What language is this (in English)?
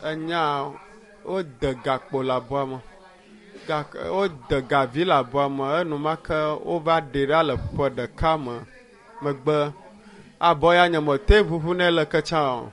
Ewe